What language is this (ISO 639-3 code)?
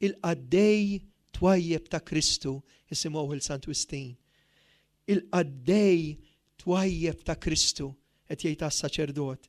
mlt